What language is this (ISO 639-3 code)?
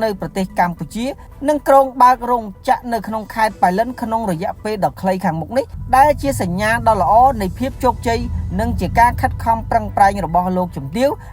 khm